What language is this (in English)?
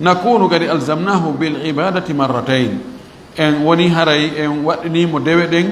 Fula